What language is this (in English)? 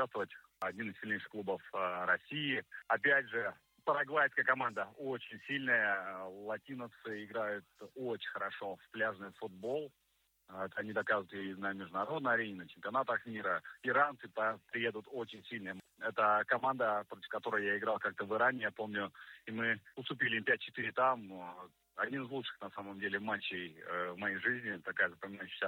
Russian